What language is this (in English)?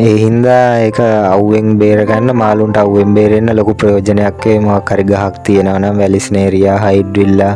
Sinhala